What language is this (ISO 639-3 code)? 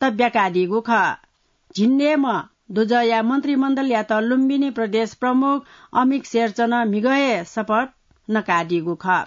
new